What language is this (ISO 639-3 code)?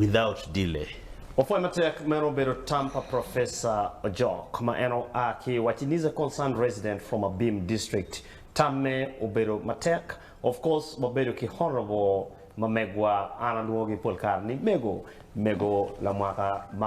ach